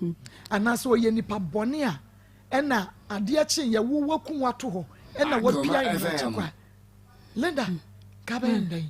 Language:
Akan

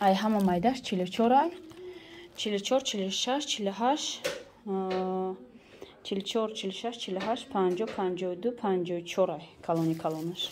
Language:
Tajik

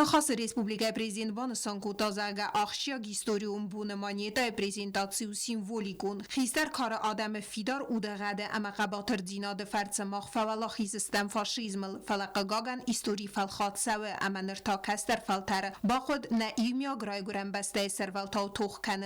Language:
Ossetic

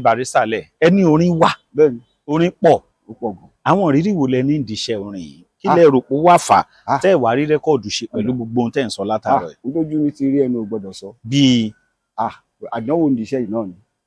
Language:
Yoruba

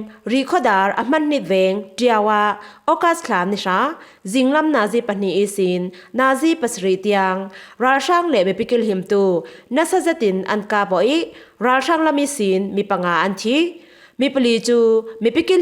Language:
Falam Chin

